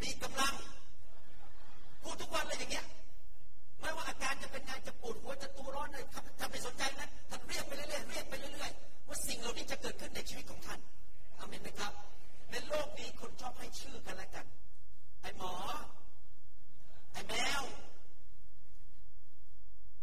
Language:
Thai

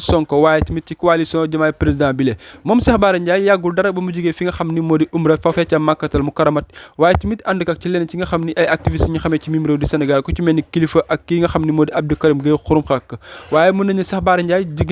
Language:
Wolof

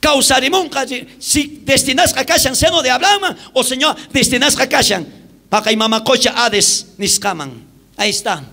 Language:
South Bolivian Quechua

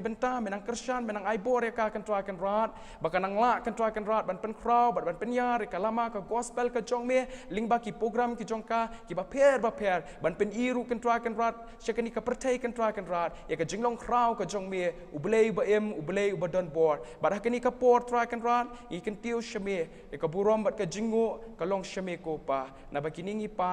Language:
Khasi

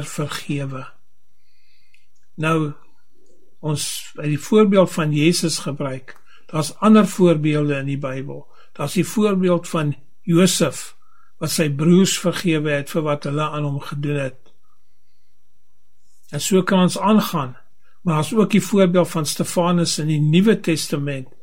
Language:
Afrikaans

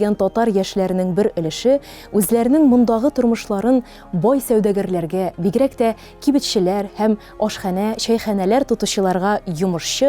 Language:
Tatar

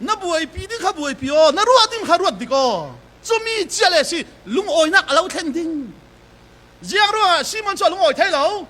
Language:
Falam Chin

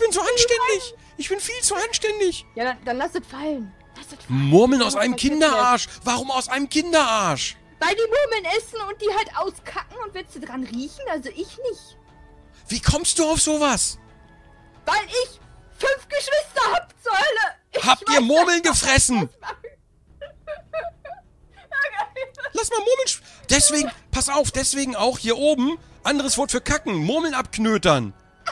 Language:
German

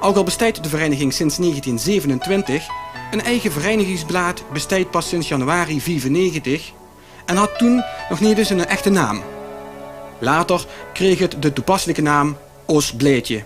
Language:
Limburgish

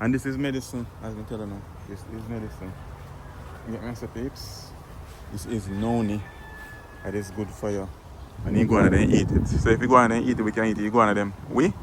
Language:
Jamaican Creole English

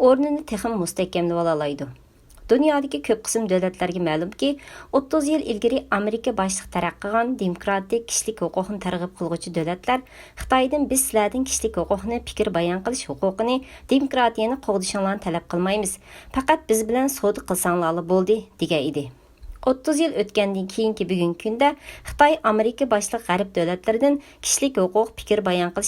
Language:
Uyghur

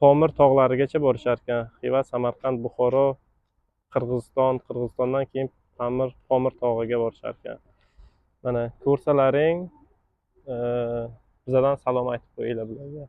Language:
Uzbek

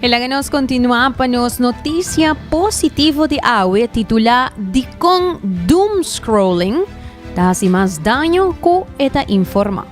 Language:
Papiamento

